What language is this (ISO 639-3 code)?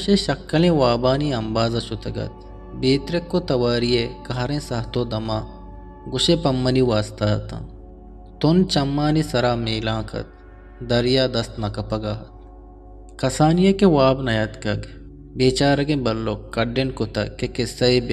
bgp